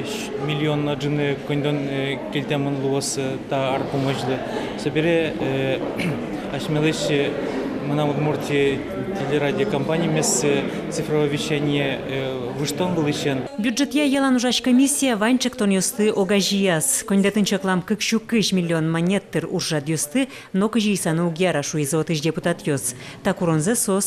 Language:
Udmurt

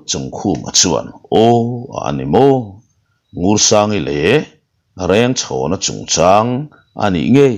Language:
Mizo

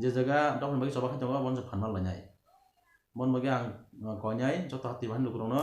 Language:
Kok Borok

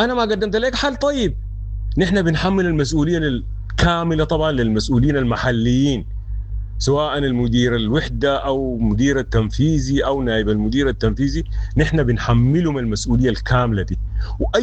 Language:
Sudanese Arabic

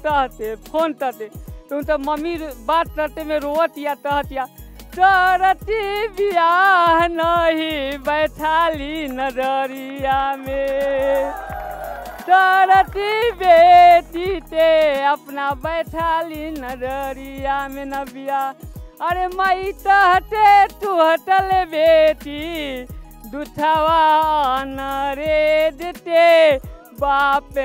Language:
Bhojpuri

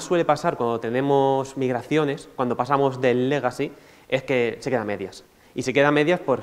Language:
Spanish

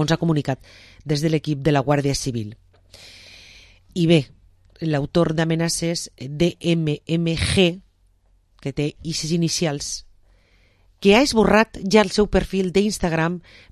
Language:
Catalan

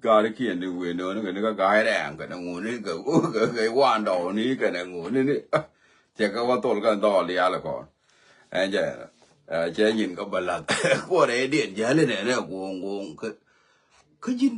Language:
Nuer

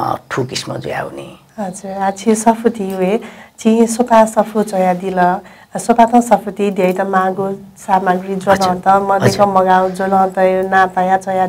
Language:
Newari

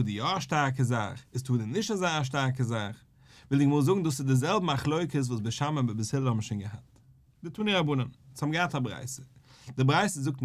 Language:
Yiddish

